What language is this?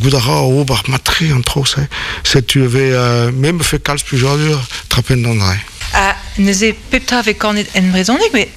Breton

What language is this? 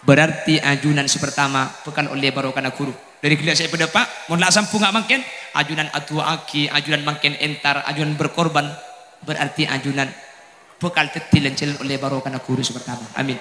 Madurese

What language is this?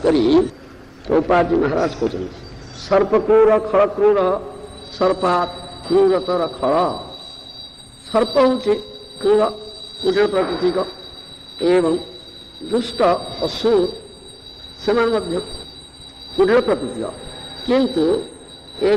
Odia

